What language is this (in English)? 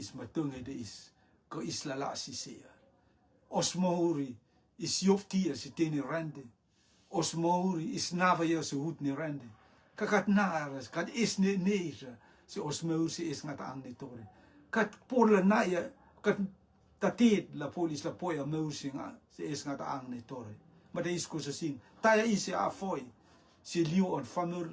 Rotuman